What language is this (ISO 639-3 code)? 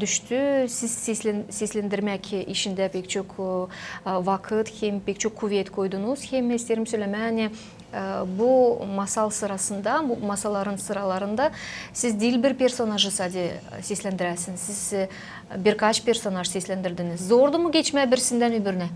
gag